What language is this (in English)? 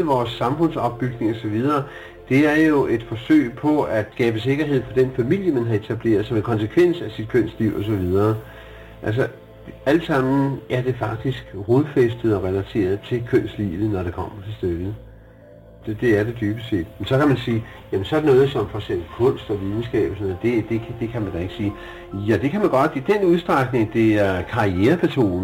Danish